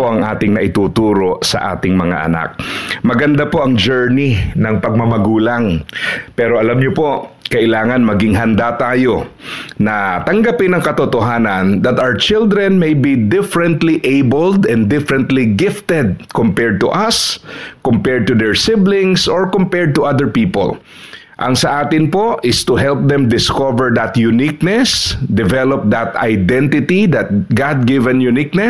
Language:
Filipino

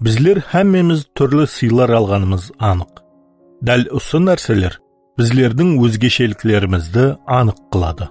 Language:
Kara-Kalpak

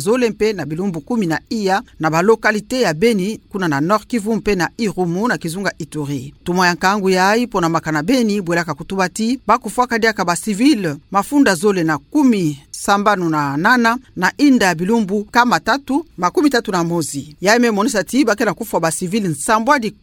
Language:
Kituba (Democratic Republic of Congo)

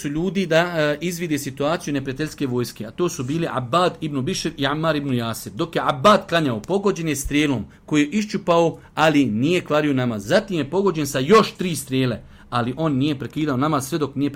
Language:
Bosnian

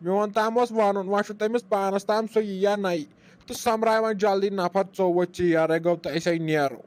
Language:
Kashmiri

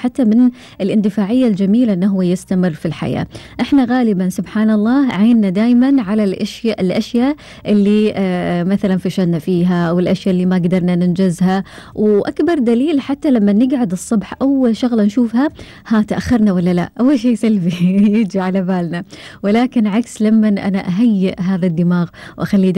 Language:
Gulf Arabic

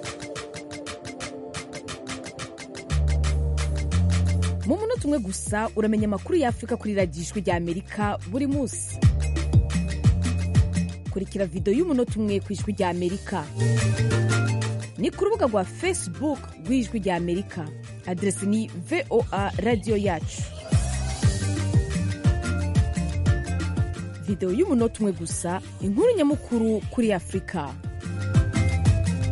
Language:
Kinyarwanda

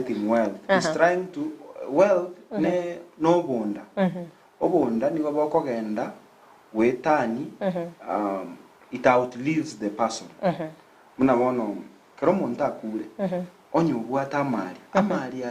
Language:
Gusii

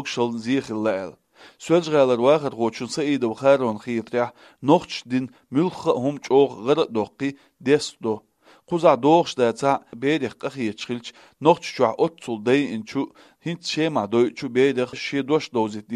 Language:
Chechen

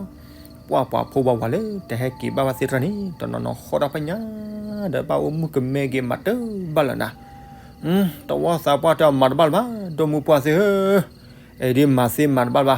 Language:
S'gaw Karen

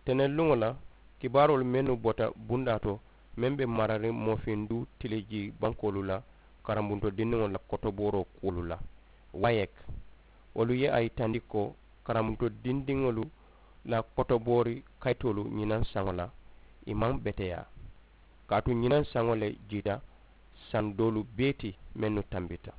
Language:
Mandingo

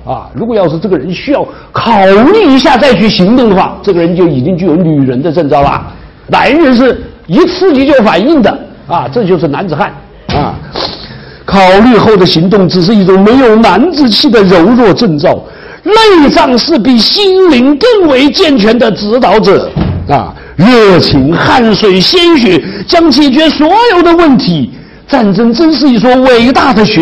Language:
Chinese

